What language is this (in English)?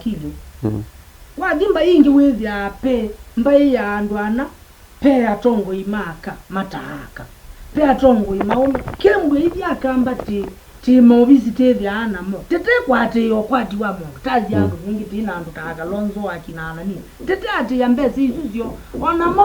Kamba